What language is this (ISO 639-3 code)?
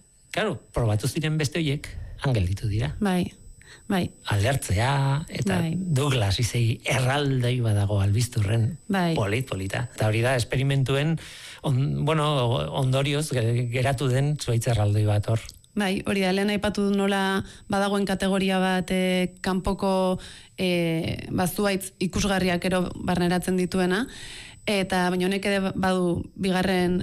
eus